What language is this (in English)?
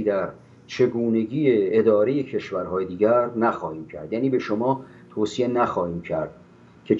Persian